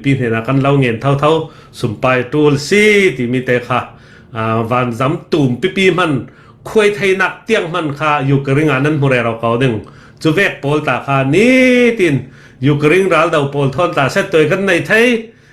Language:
Falam Chin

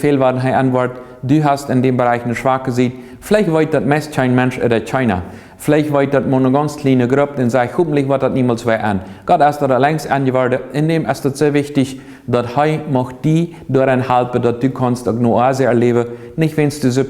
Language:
Plautdietsch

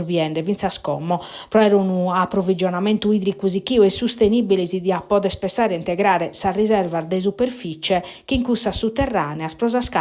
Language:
Sardinian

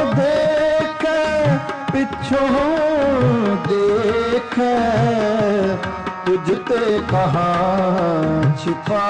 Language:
Punjabi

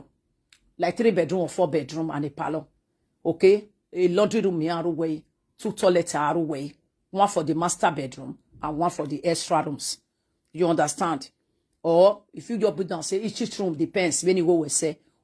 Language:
Nigerian Pidgin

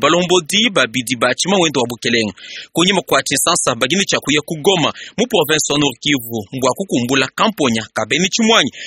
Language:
Luba-Lulua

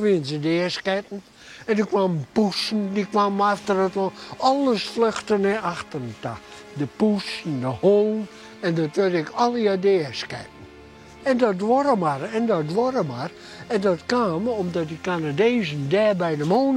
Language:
Western Frisian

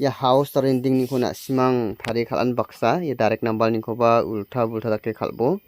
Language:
Garo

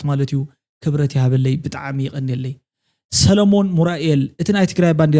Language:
Tigrinya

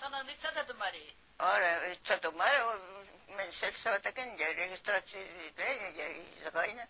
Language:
Chuvash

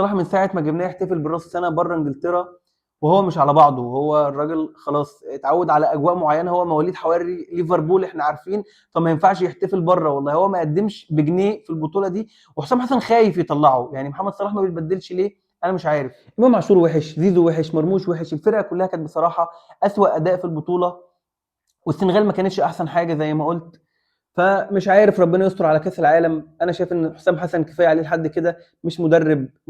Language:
Egyptian Arabic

